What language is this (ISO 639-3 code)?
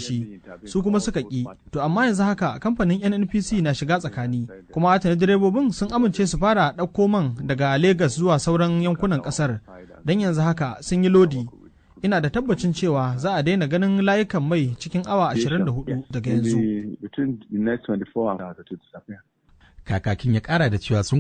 hau